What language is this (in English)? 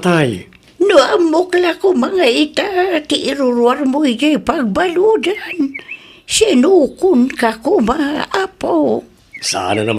Iloko